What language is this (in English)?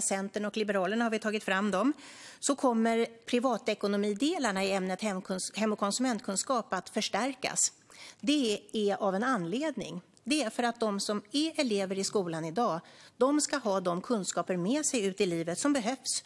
Swedish